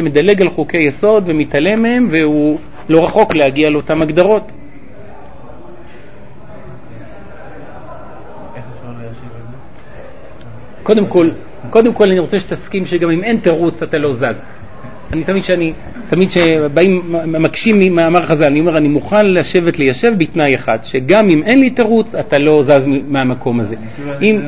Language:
Hebrew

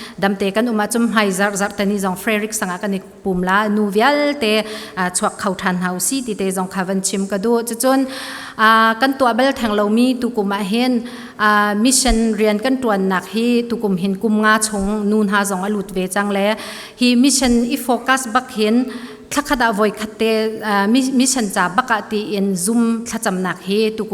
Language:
Falam Chin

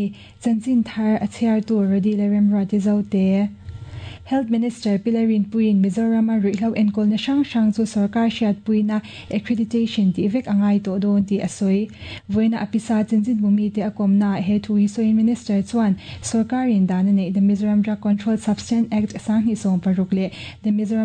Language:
Mizo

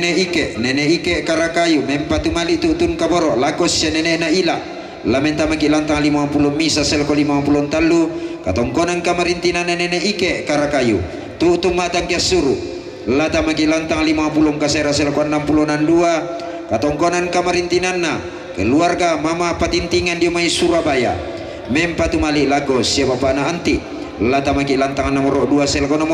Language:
Toraja-Sa'dan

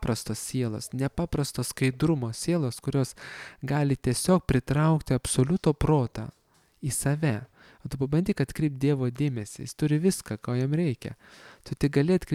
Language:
Lithuanian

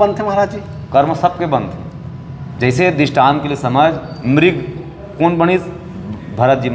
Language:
Chhattisgarhi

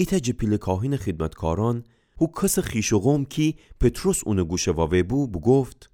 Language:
Gilaki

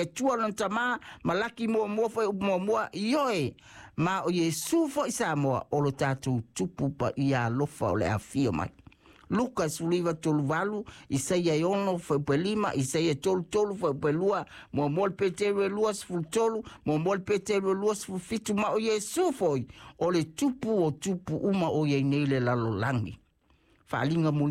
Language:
Samoan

